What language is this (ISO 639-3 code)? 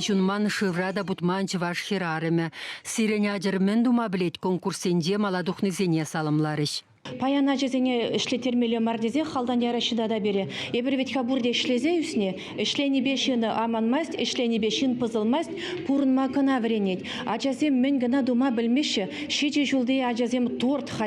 chv